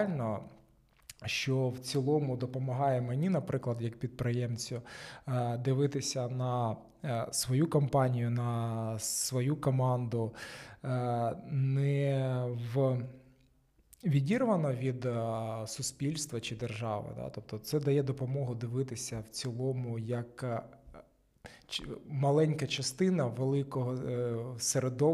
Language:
Ukrainian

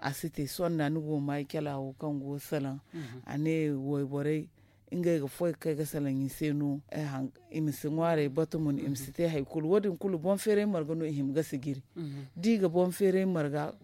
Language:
Zarma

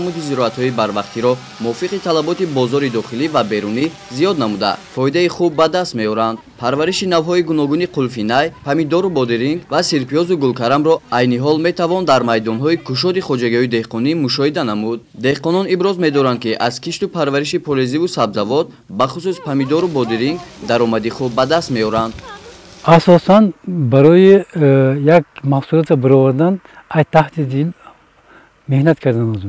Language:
Tajik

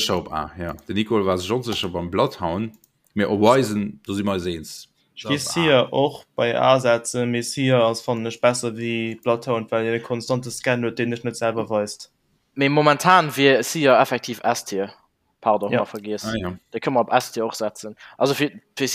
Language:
Luxembourgish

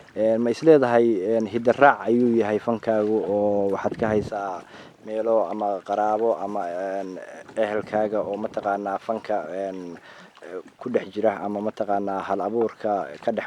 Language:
Somali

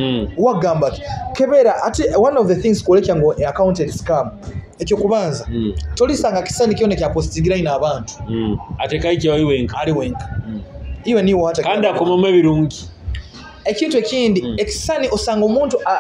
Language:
Nyoro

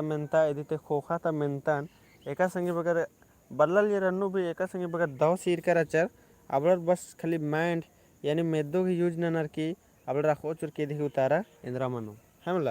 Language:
Kurukh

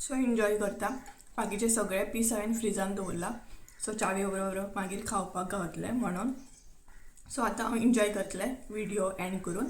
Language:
Konkani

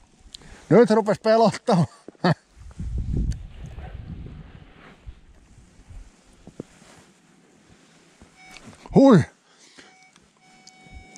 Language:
Finnish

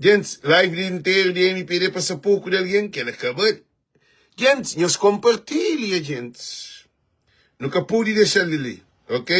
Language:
Kabuverdianu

